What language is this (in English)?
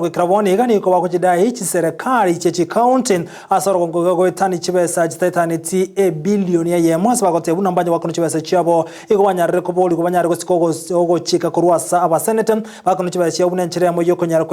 Gusii